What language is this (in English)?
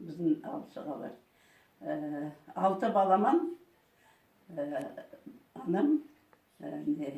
Crimean Tatar